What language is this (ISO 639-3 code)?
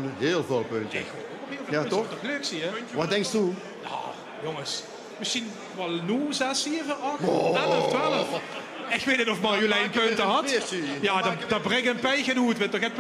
lim